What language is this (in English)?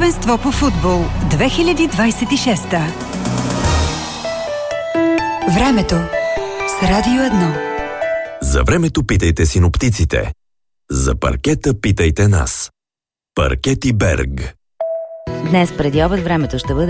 Bulgarian